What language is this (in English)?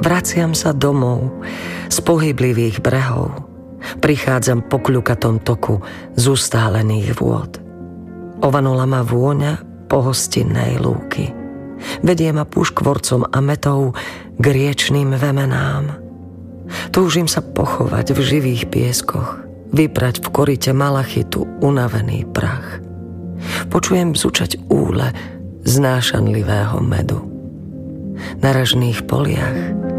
Slovak